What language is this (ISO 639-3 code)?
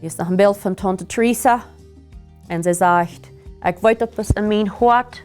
pdt